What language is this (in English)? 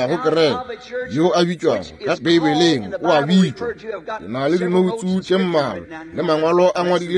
Northern Sotho